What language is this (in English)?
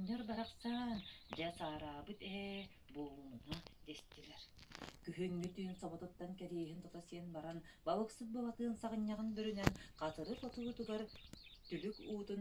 Yakut